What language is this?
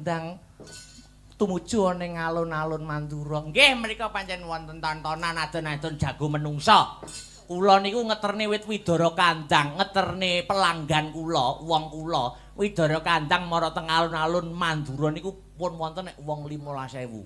Javanese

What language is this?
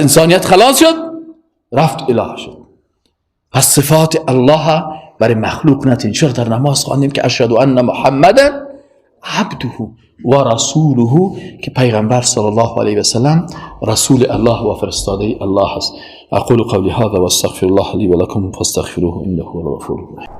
Persian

